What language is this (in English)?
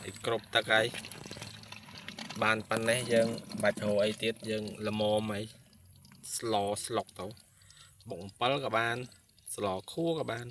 Khmer